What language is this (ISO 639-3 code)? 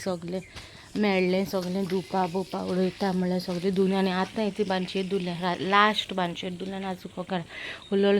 kok